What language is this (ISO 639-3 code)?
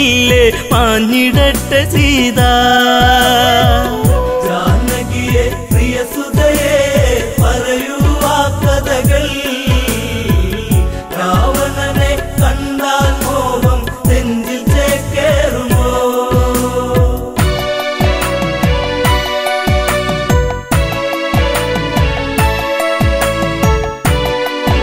mal